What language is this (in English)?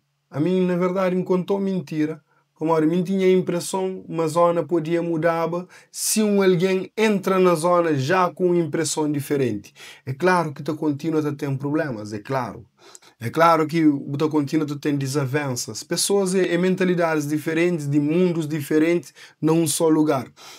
Kabuverdianu